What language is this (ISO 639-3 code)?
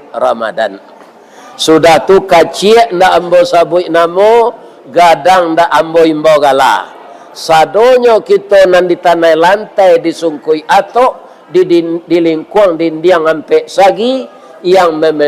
min